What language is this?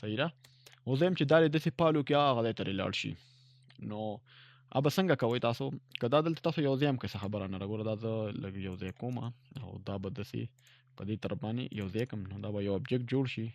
Pashto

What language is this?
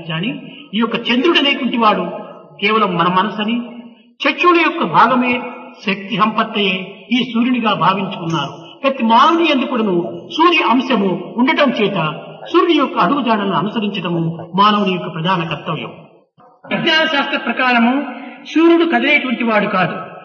Telugu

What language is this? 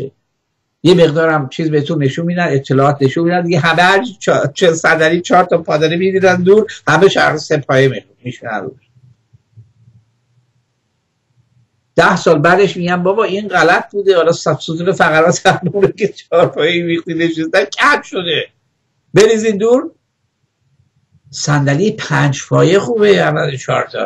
Persian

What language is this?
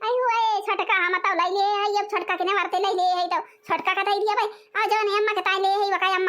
Awadhi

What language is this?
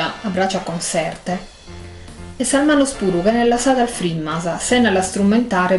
Sardinian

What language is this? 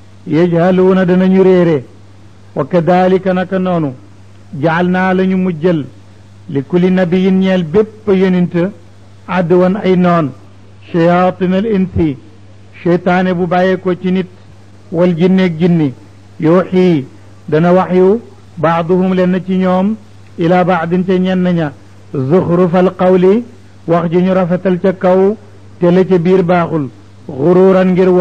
Wolof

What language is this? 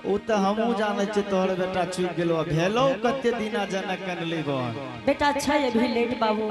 Angika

